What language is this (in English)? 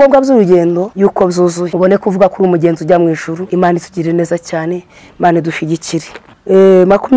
Kinyarwanda